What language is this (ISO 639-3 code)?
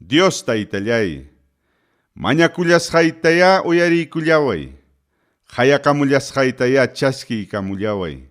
quy